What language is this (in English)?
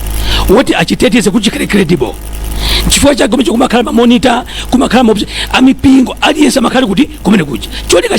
Nyanja